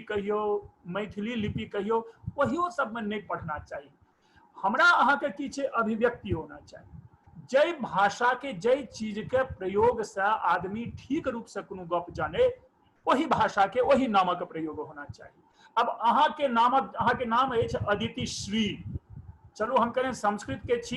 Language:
Maithili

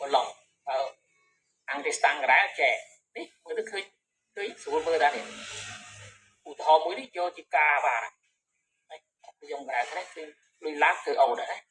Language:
Khmer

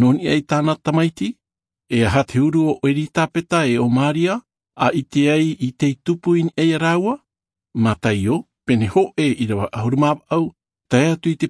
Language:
Tahitian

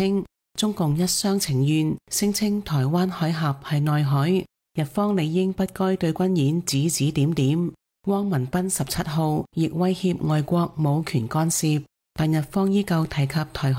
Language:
Cantonese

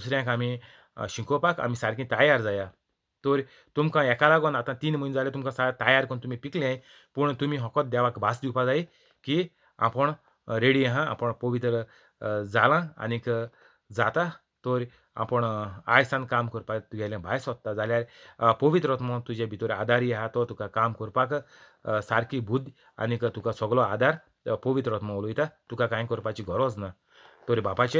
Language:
Konkani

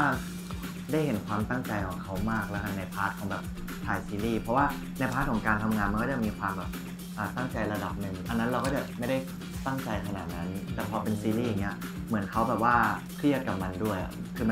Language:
Thai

